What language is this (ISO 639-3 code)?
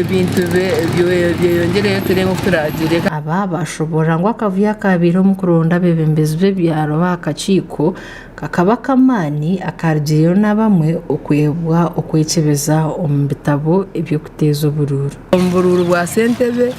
nyn